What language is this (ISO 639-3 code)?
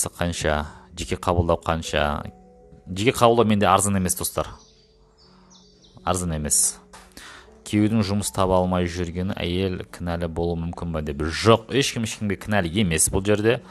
kaz